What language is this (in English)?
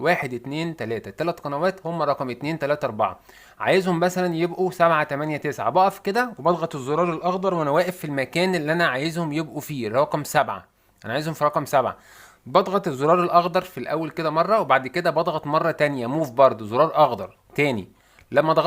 Egyptian Arabic